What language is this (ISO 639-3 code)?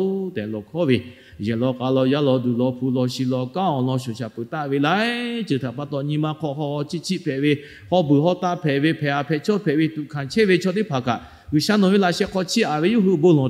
lhu